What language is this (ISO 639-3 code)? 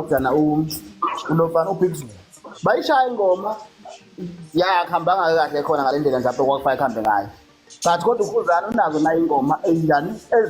zul